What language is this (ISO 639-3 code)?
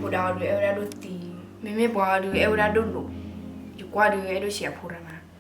ksw